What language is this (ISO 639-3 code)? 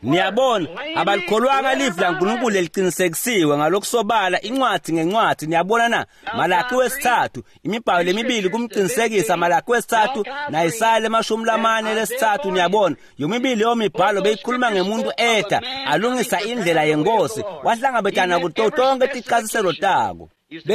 ssw